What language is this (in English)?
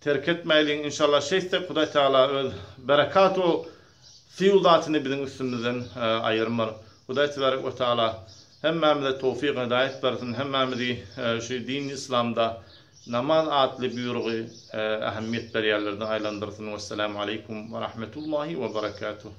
Turkmen